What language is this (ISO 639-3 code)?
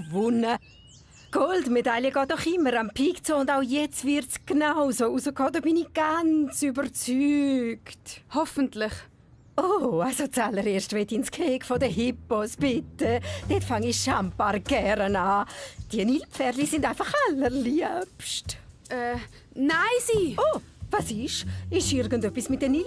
gsw